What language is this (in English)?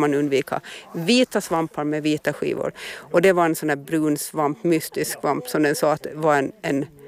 Swedish